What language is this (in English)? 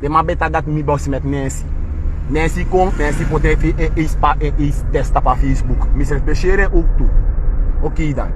Sranan Tongo